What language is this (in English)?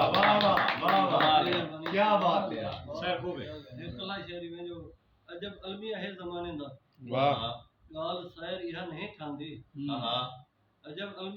Saraiki